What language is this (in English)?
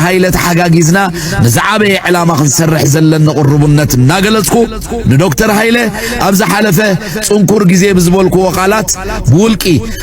Tigrinya